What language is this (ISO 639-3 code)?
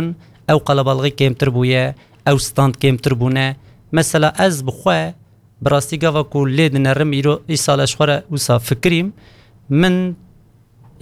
kur